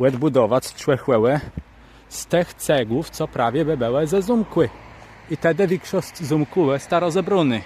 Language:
Kashubian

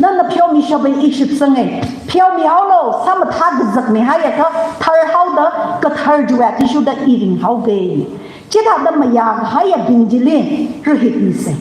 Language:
Tangkhul Naga (India)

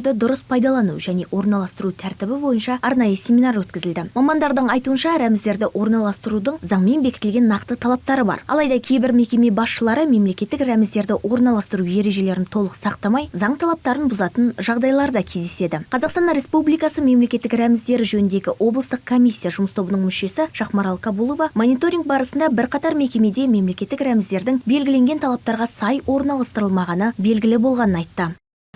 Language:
Kazakh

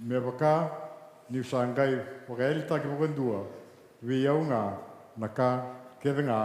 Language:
Fijian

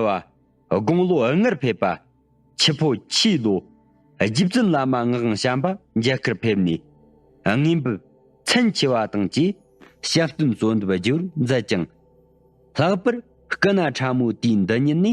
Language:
Tibetan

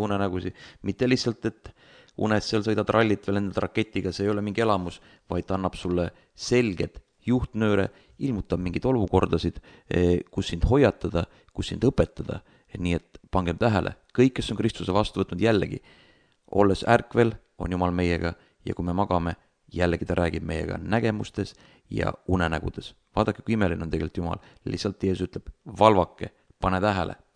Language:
Estonian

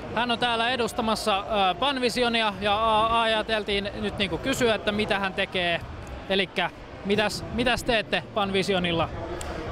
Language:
Finnish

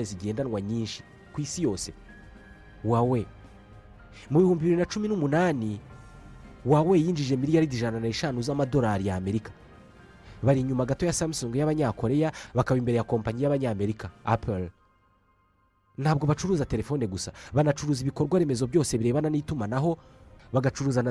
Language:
Kinyarwanda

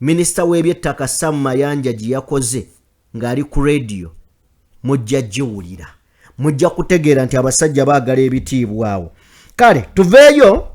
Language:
Ganda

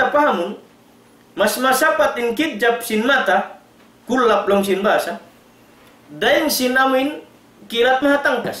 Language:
Tausug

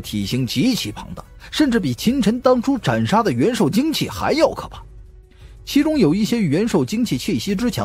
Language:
Chinese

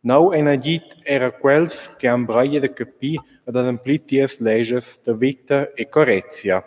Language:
Romansh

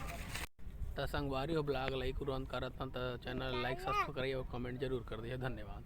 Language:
Chhattisgarhi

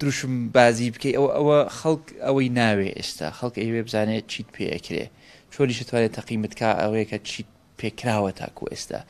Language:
Central Kurdish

